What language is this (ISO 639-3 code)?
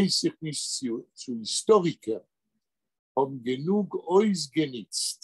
yid